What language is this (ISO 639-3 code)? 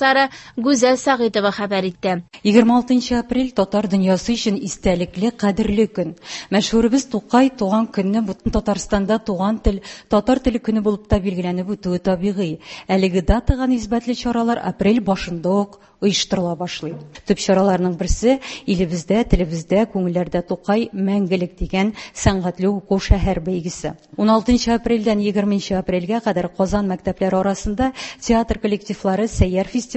tat